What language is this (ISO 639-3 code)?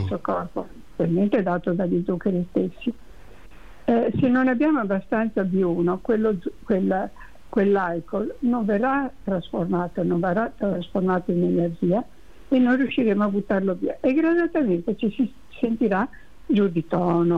ita